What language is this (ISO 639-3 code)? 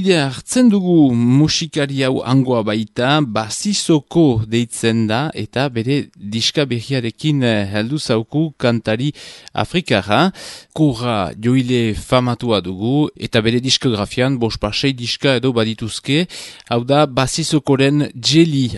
eus